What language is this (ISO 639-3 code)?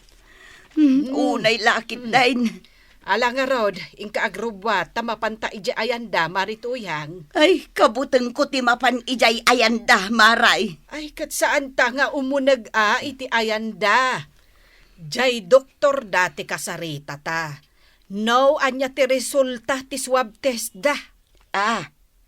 ilo